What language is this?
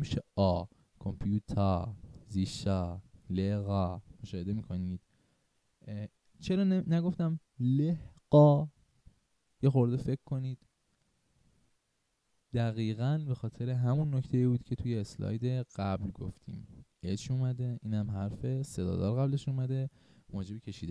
Persian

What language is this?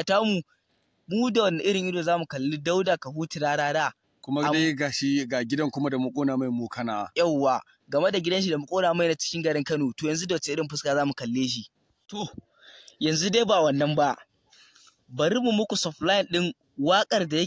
Hausa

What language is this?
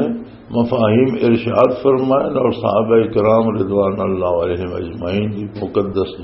Western Panjabi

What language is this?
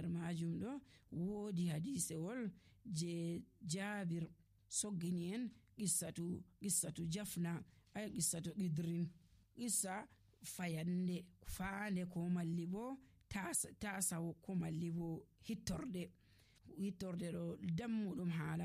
Nigerian Fulfulde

